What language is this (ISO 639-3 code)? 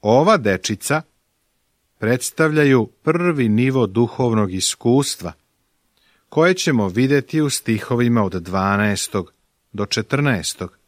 srp